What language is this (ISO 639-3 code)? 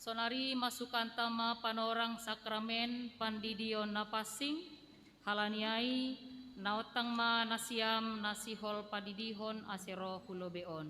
bts